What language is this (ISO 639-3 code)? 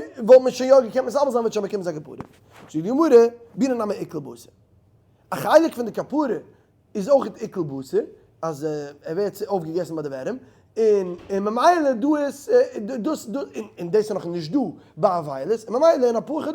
yid